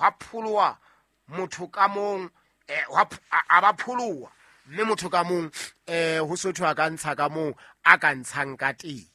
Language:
Southern Sotho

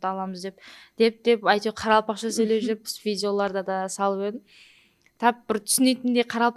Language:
Kara-Kalpak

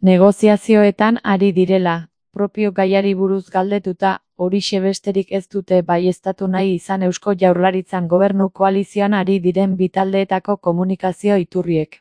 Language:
Basque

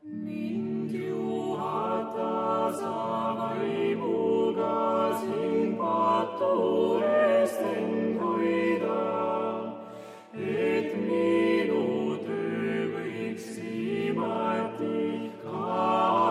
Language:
Estonian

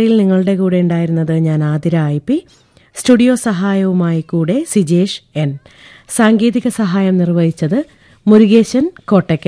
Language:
Malayalam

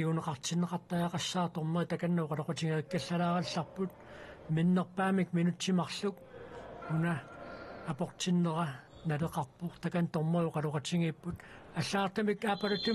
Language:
Kalaallisut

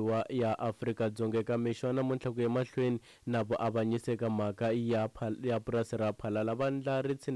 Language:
Tsonga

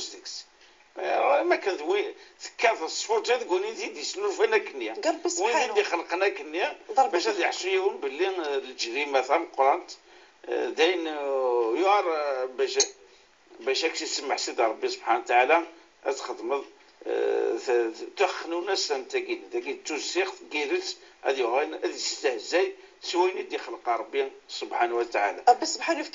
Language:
Kabyle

